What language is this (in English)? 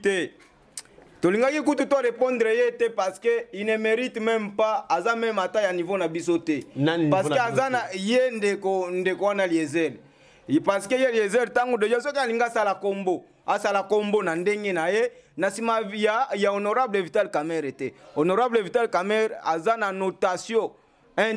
Lingala